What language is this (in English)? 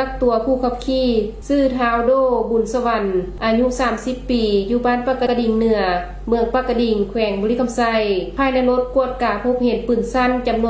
Lao